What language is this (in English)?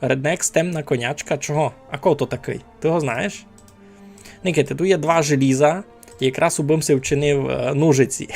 Rusyn